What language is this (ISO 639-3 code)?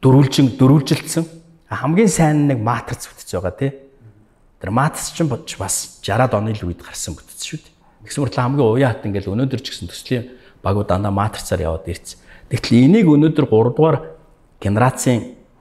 mon